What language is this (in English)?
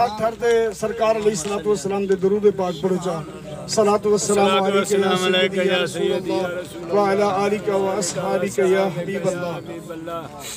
Saraiki